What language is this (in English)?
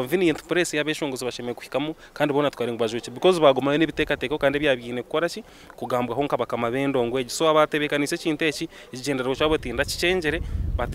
Nyankole